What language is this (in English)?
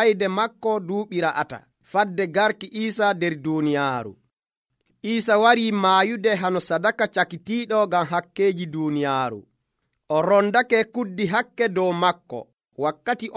Nigerian Fulfulde